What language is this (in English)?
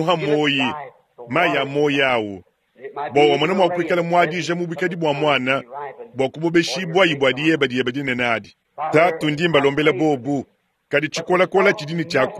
Luba-Lulua